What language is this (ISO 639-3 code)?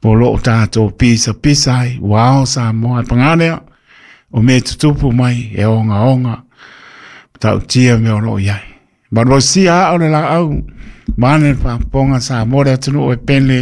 smo